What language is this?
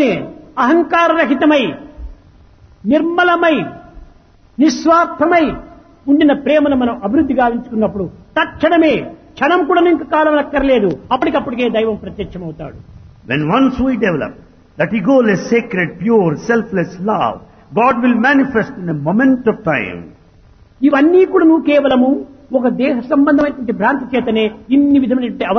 Telugu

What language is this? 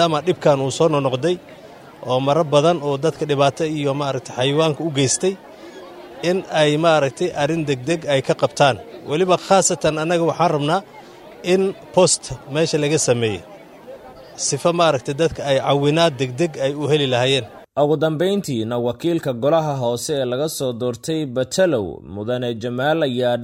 Somali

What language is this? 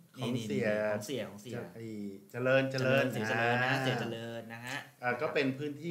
Thai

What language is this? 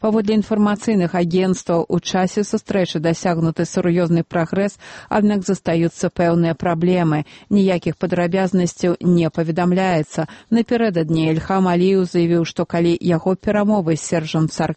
Belarusian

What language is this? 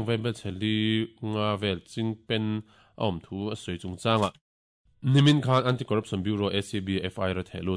Mizo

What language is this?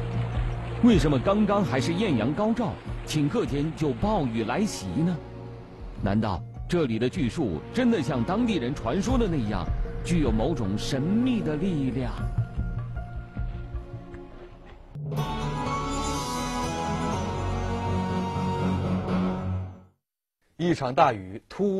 Chinese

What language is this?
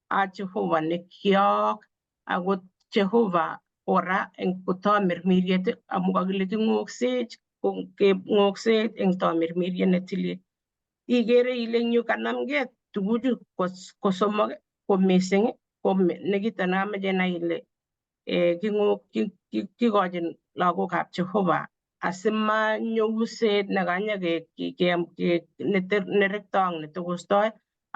Kalenjin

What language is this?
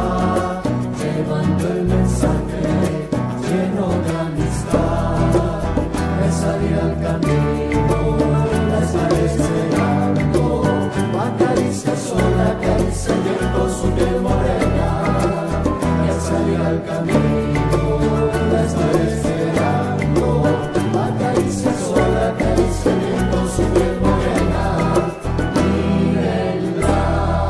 Spanish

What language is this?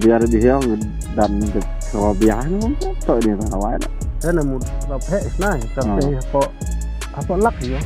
Khasi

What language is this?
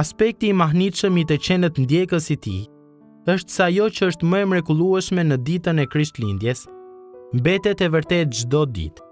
Albanian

